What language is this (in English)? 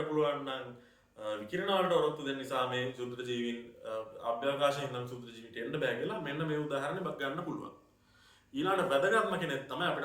Sinhala